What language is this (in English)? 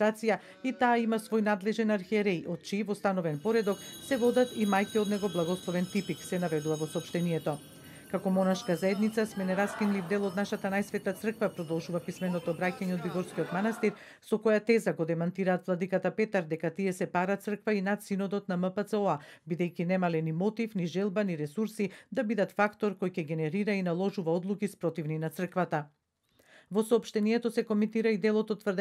Macedonian